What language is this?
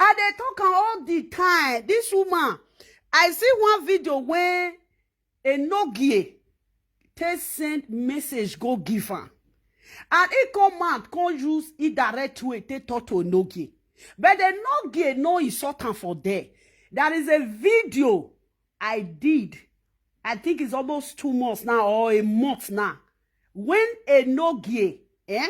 Nigerian Pidgin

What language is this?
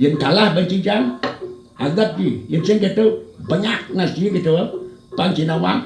Balinese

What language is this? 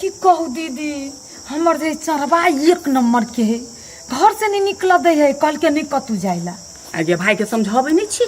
Maithili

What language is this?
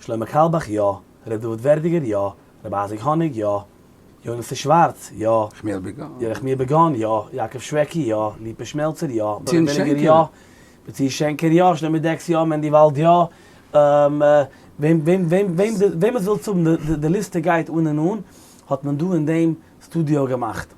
Yiddish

